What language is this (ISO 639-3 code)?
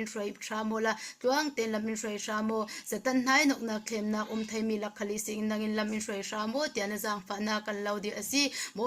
cfm